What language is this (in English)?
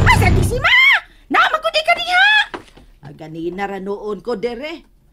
Cebuano